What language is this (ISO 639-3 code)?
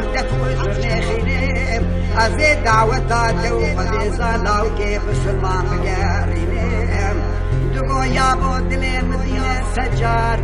kur